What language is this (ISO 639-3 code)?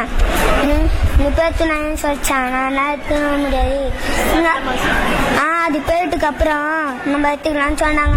tam